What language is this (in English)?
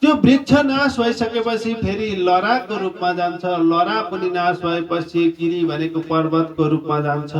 Nepali